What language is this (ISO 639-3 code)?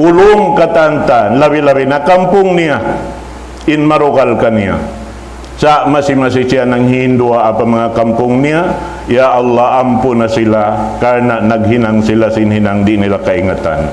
tsg